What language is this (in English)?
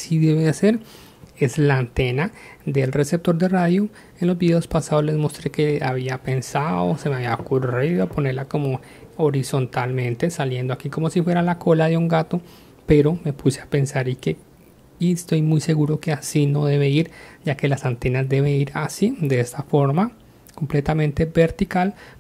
Spanish